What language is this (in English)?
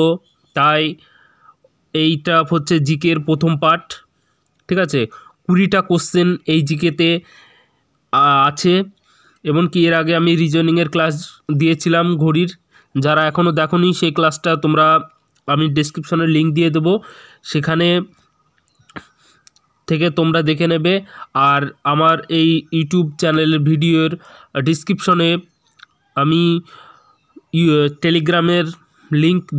Bangla